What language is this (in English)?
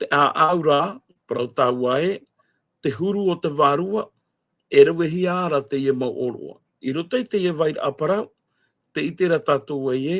Tahitian